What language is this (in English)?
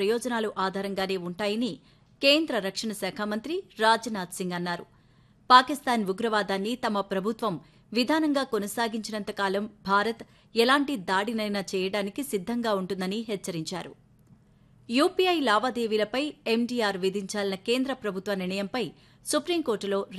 Telugu